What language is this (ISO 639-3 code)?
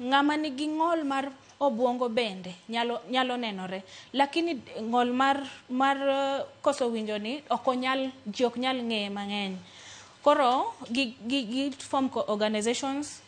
luo